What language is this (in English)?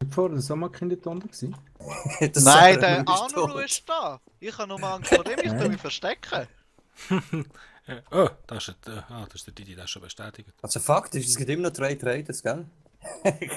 Swiss German